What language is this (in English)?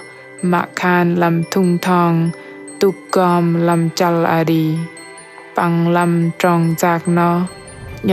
Bahnar